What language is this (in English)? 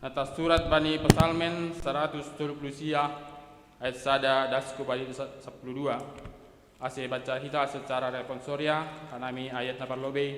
Batak Simalungun